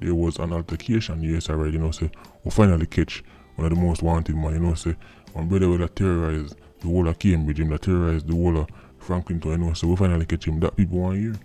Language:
Jamaican Creole English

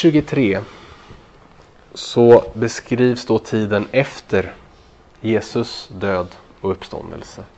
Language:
Swedish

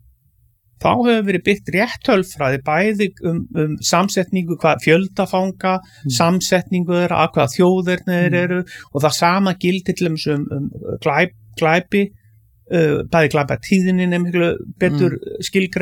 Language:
Icelandic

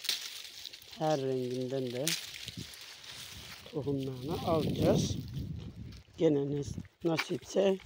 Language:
Turkish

